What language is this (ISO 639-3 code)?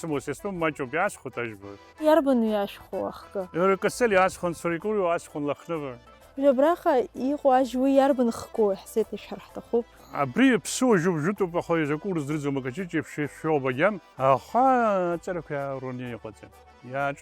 abk